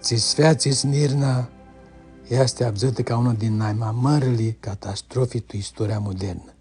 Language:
Aromanian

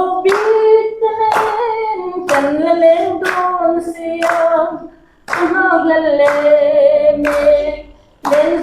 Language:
Mizo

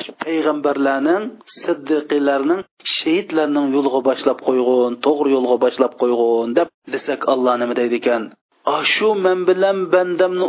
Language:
Uyghur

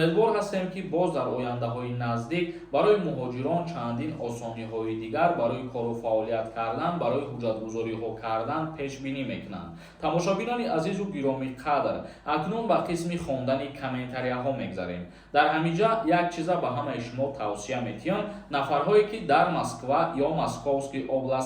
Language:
Tajik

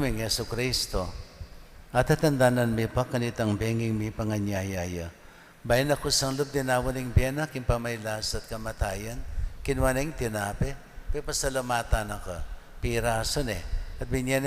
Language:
Pampanga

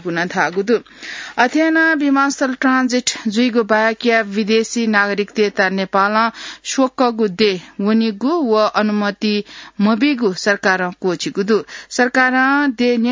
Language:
Newari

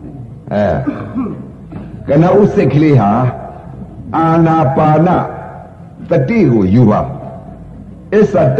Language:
Burmese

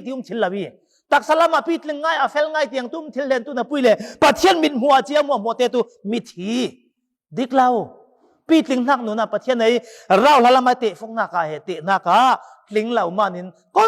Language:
Falam Chin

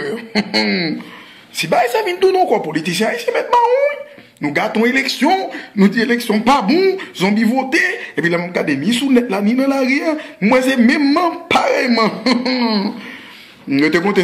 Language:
Haitian Creole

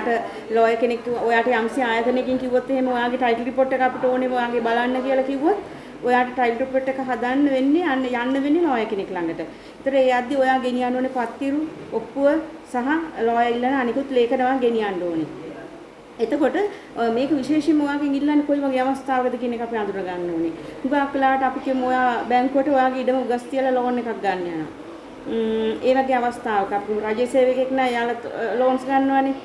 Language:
Sinhala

